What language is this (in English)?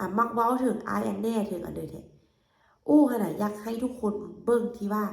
Lao